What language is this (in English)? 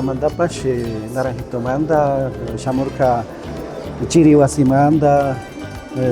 Imbabura Highland Quichua